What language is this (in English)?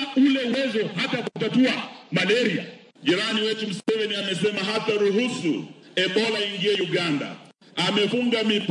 Swahili